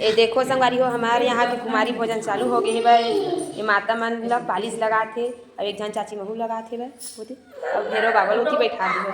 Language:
Chhattisgarhi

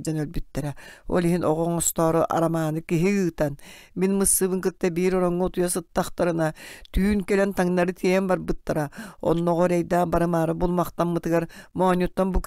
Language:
Yakut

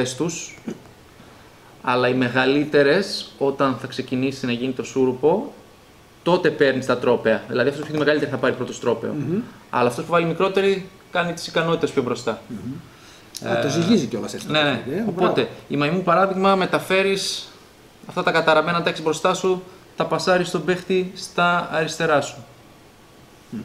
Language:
Greek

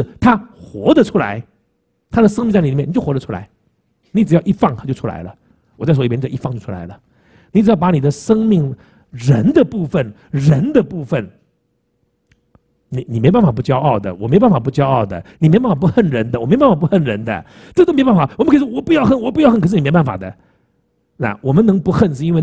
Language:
Chinese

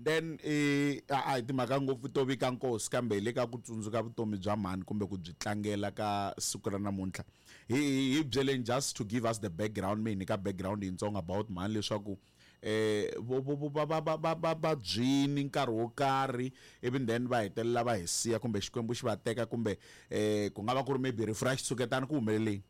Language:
Tsonga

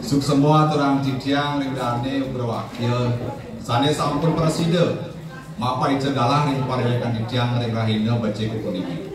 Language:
Balinese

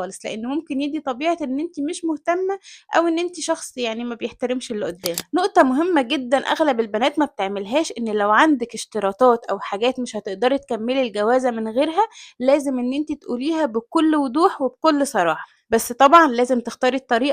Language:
Egyptian Arabic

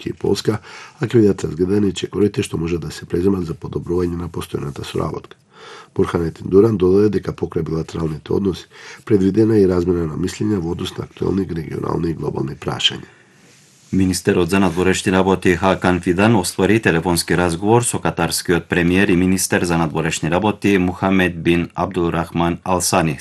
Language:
Macedonian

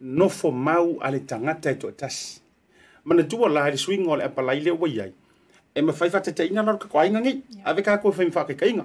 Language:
Samoan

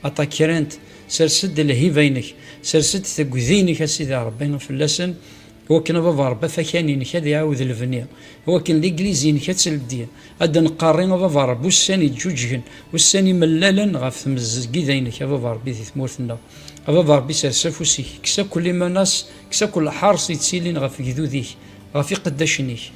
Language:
Kabyle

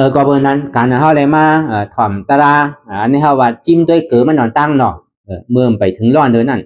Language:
Shan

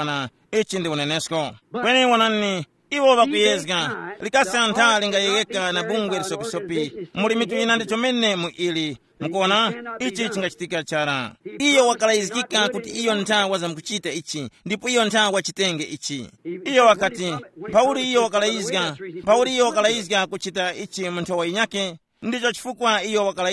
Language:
Tumbuka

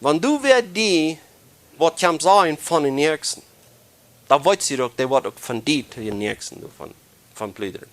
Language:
Plautdietsch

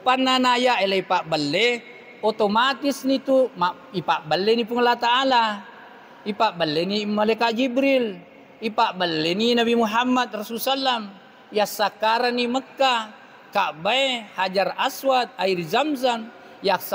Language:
Buginese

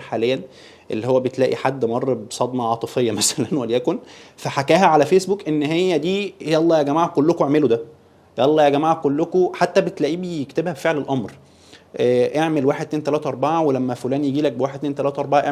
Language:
Egyptian Arabic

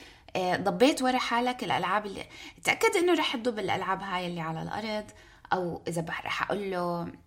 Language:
North Levantine Arabic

